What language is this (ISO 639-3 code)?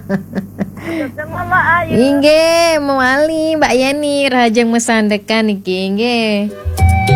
ban